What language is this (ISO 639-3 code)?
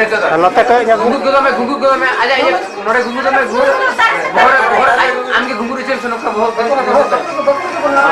sat